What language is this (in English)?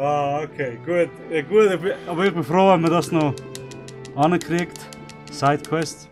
Swiss German